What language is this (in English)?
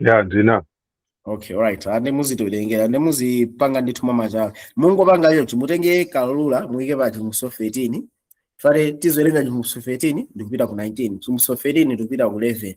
Nyanja